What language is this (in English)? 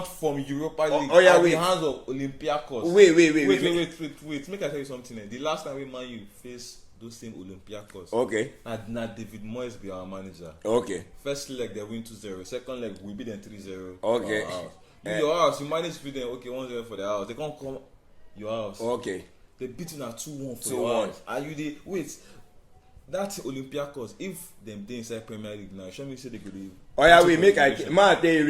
Nigerian Pidgin